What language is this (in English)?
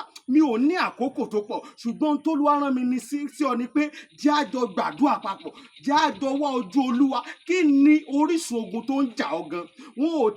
Yoruba